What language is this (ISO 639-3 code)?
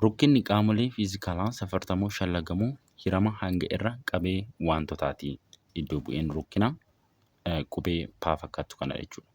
orm